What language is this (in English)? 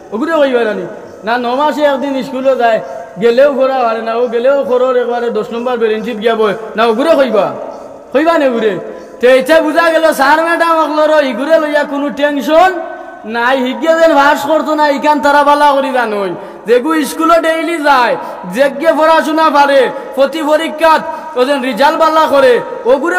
Sylheti